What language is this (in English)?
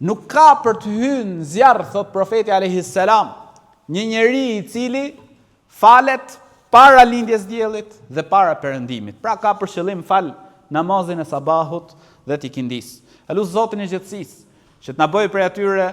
Albanian